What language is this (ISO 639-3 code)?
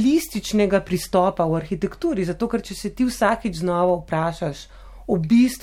slv